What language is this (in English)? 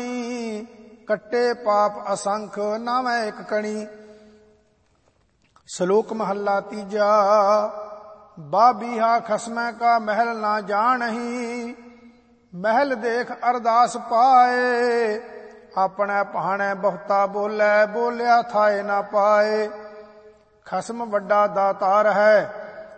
Punjabi